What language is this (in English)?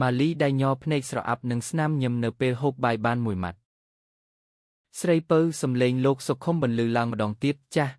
Khmer